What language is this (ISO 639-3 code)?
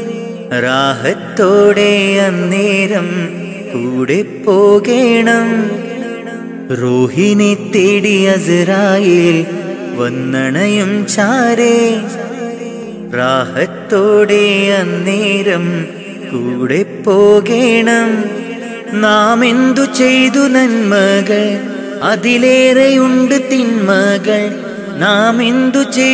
mal